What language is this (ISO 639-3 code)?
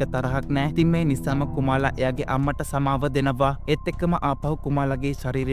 sin